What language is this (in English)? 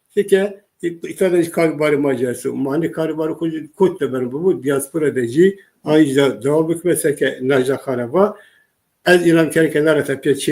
Zaza